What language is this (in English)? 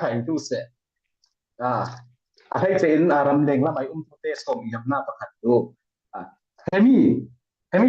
Falam Chin